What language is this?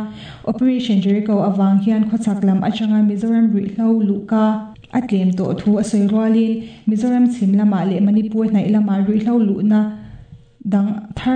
Mizo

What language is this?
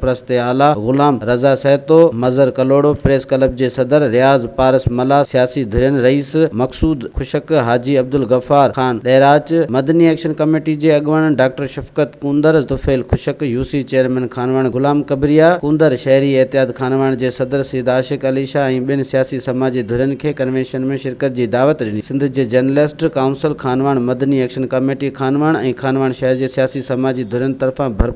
Sindhi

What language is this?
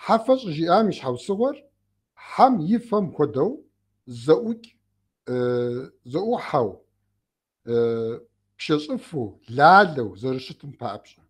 Kabardian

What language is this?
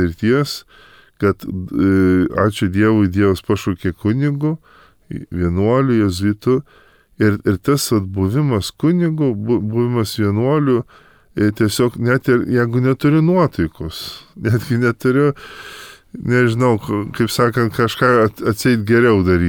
Lithuanian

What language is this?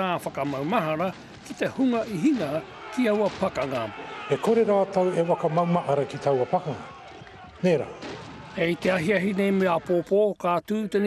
Māori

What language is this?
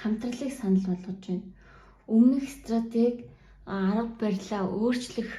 Mongolian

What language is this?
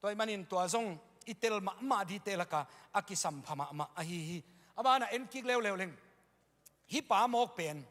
Tedim Chin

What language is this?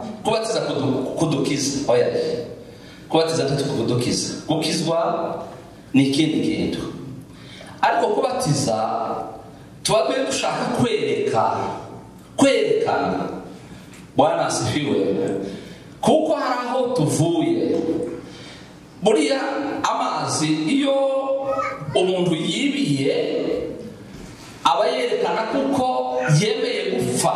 Kinyarwanda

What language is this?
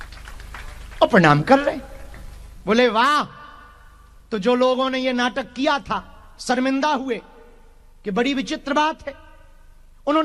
Hindi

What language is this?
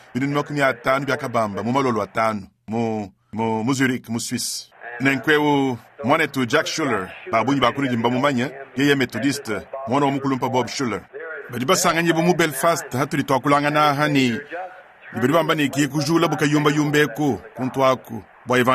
Luba-Lulua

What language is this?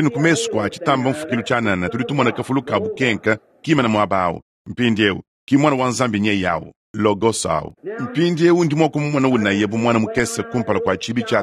Luba-Lulua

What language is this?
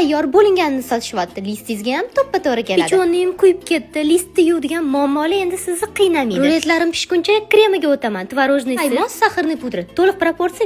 Uzbek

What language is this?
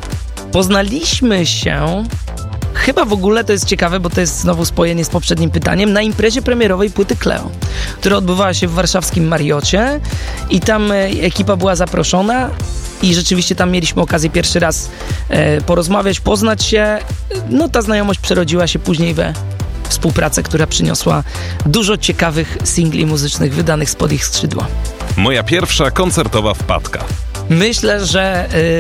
Polish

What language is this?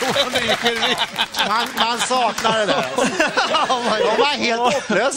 Swedish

